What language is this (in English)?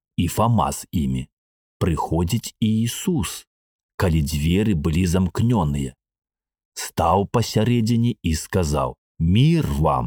Belarusian